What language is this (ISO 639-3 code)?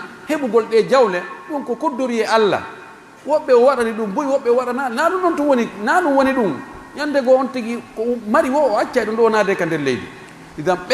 fuf